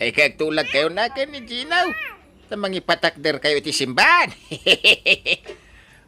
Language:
Iloko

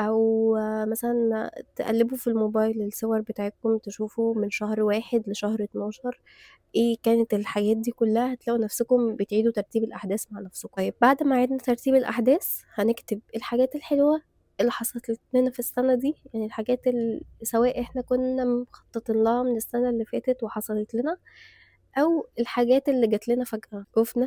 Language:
Egyptian Arabic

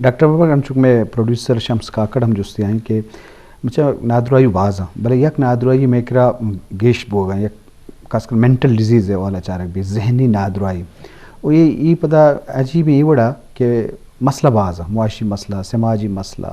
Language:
Eastern Balochi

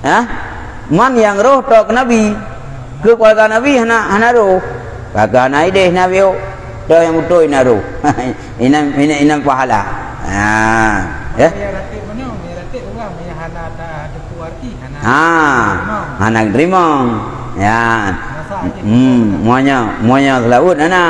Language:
Achinese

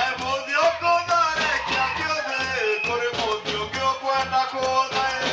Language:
Meru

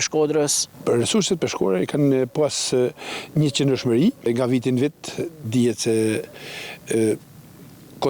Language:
Albanian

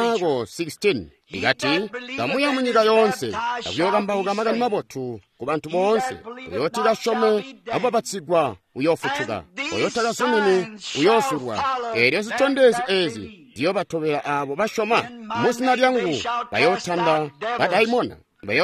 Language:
Tonga (Zambia)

